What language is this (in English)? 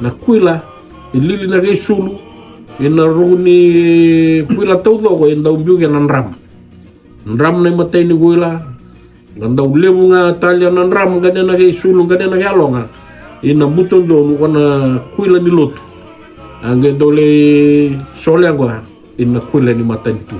Fijian